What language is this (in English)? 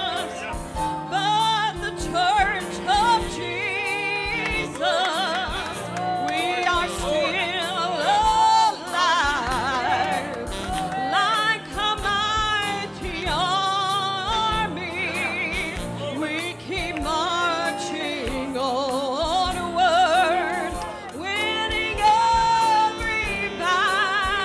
English